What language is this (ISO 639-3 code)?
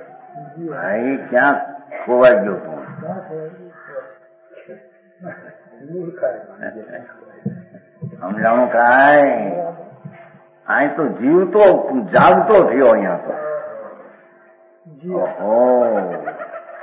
guj